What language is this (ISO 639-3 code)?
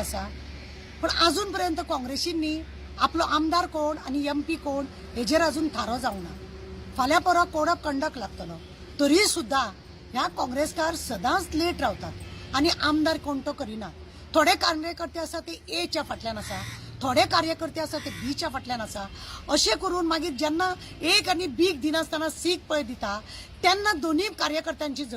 kok